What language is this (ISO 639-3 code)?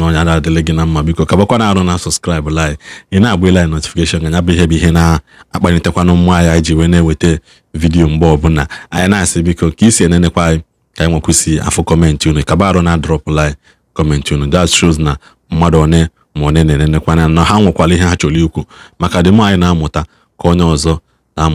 ibo